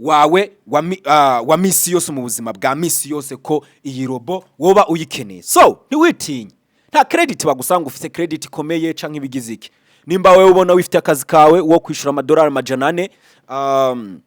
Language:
Rundi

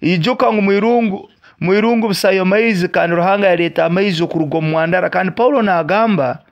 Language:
Nyoro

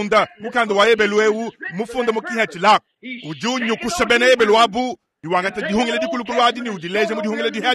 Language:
Luba-Lulua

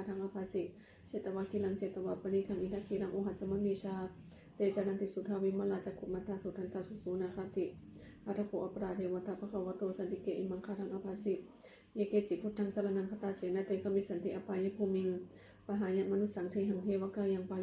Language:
Pali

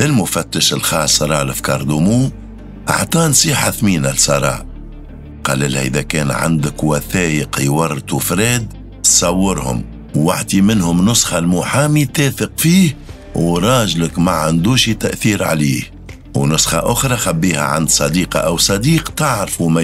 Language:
Tunisian Arabic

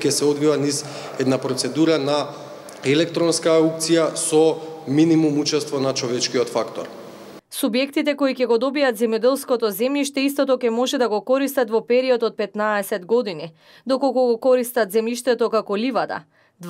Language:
Macedonian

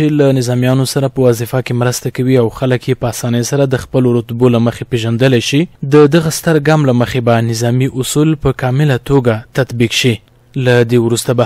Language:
Pashto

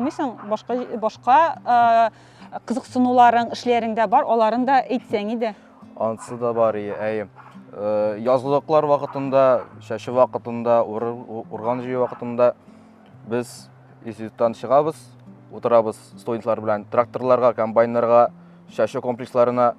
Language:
Tatar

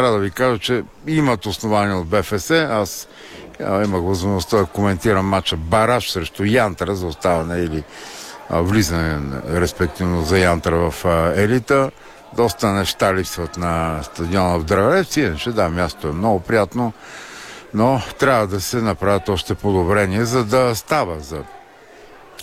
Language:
Bulgarian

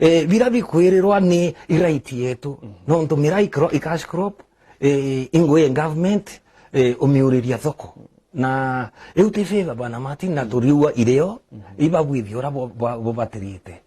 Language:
Meru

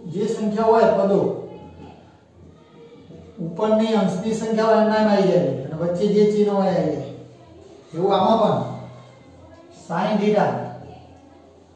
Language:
Gujarati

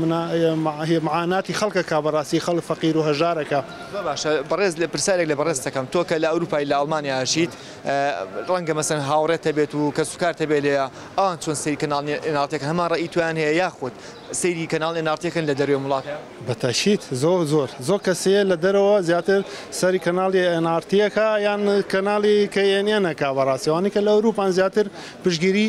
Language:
Central Kurdish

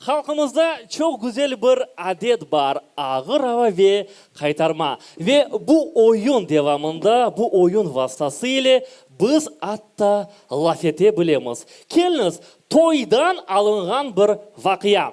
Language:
Crimean Tatar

